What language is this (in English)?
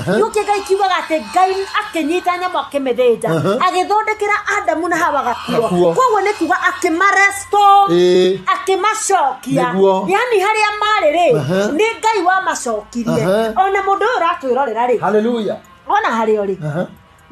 Kikuyu